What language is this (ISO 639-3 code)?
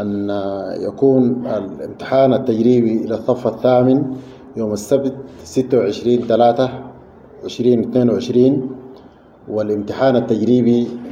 apd